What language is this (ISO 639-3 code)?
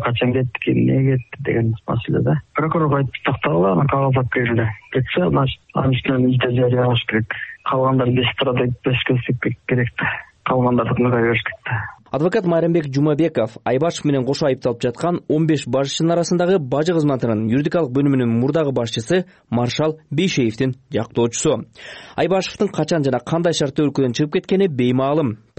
kir